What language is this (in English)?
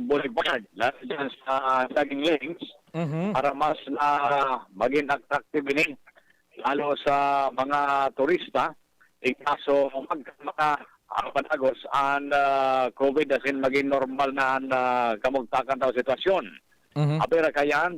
Bikol